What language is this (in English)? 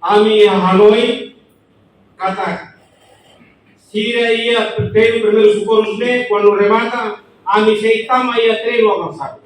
Tetum